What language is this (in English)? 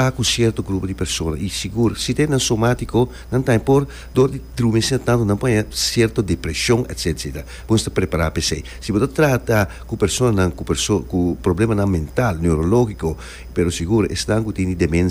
Papiamento